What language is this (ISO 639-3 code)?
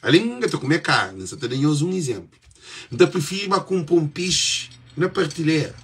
kea